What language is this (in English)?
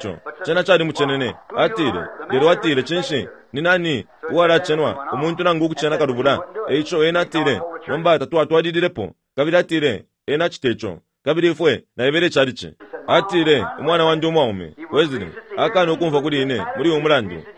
Bemba